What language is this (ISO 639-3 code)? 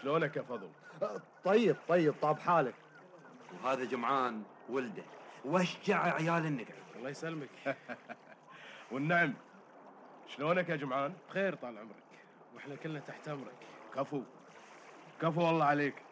afb